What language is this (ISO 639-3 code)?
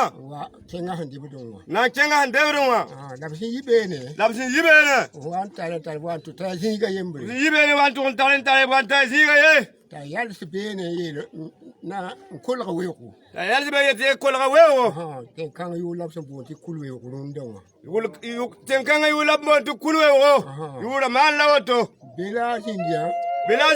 mos